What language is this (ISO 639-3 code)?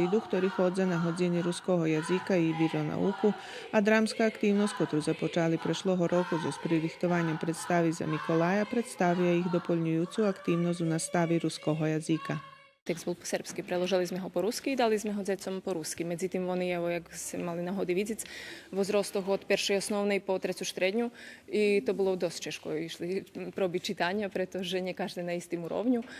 rue